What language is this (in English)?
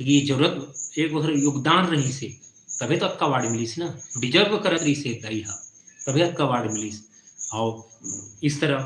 Chhattisgarhi